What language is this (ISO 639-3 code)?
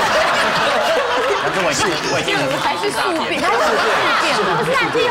zho